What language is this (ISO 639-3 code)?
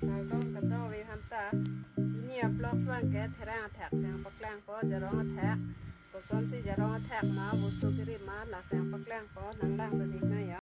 mjw